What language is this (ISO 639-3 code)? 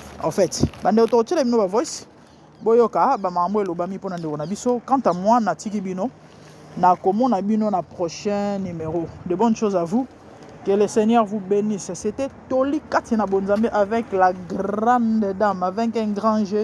lin